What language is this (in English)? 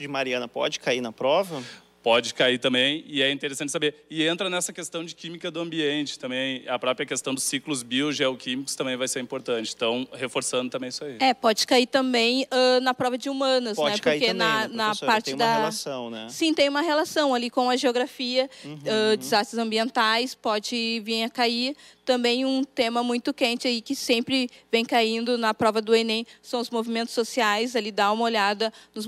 Portuguese